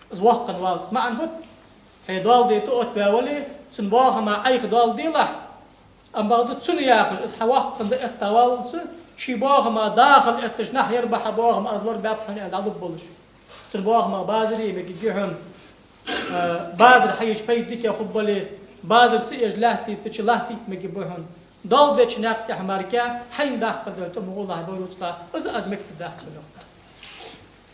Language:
Ingush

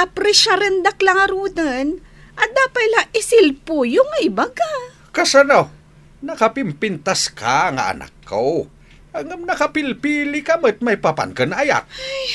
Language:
Iloko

